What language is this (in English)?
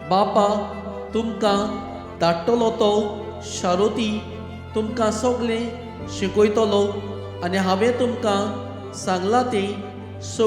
Konkani